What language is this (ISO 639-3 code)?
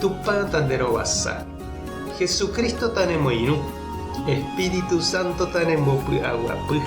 grn